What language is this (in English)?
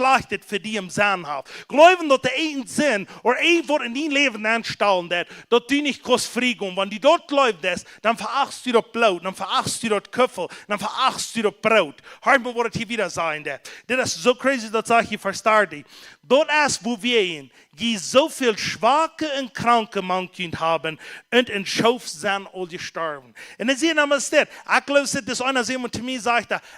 Plautdietsch